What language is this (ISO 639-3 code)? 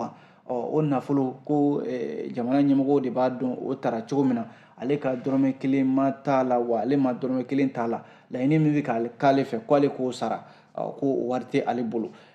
bam